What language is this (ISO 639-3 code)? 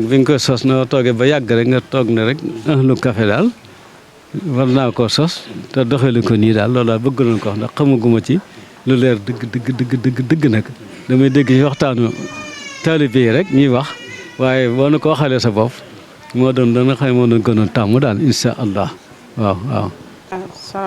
wol